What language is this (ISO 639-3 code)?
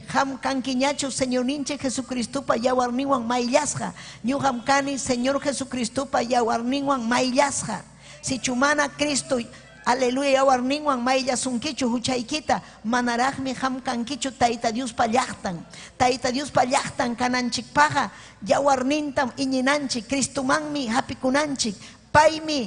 quy